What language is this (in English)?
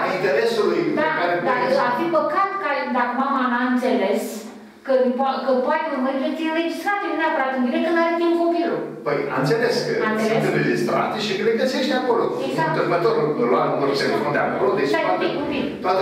Romanian